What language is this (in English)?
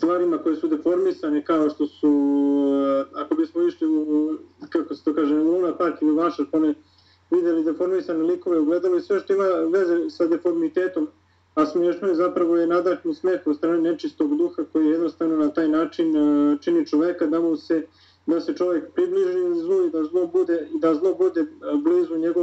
Serbian